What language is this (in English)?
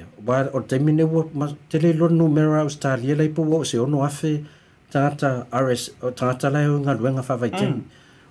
Samoan